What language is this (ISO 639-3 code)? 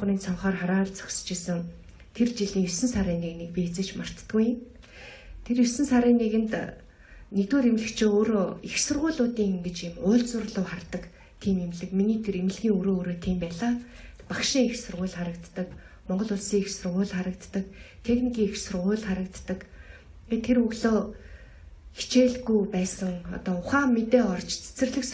mon